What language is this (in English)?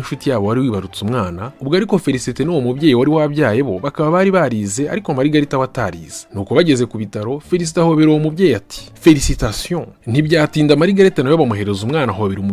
Kinyarwanda